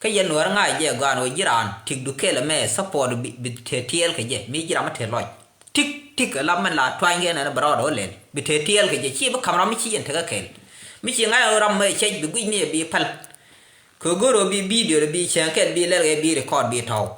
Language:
Nuer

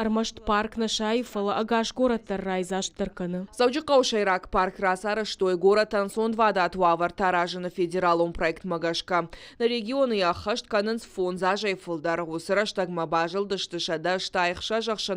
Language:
Ossetic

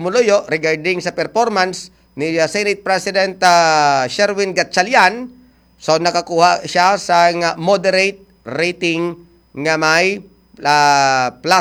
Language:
Hiligaynon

